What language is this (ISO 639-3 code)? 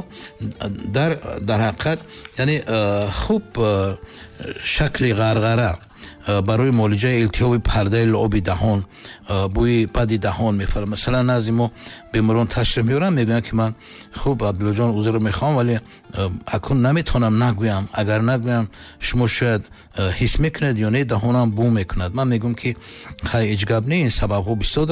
tgk